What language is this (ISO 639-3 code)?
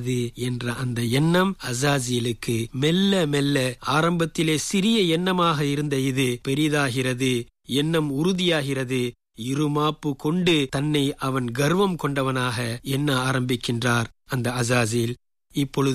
tam